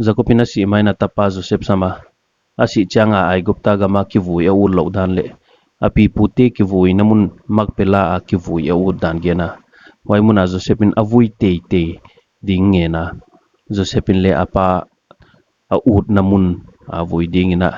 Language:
Paite Chin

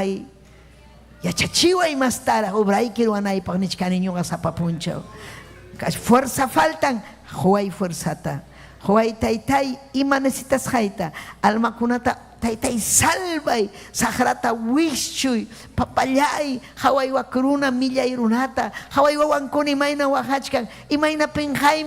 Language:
Ayacucho Quechua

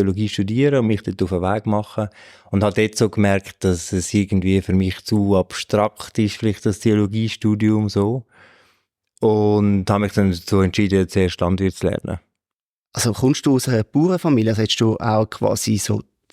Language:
Swiss German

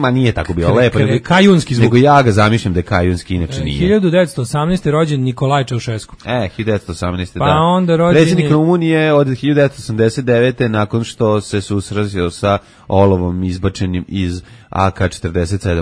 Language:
Serbian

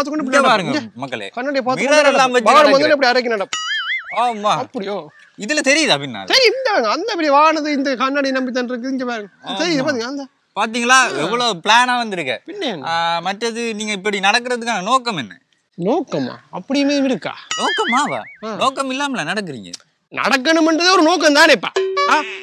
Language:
Tamil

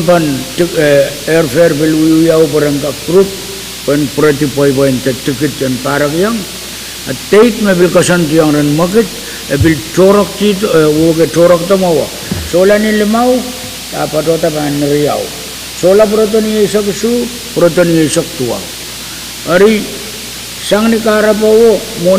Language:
Pohnpeian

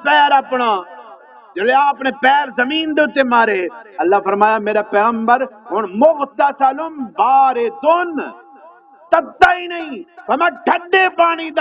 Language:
Saraiki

